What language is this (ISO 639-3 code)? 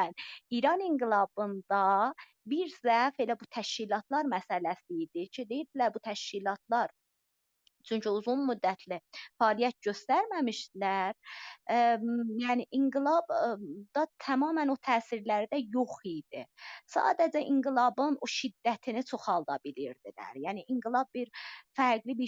azb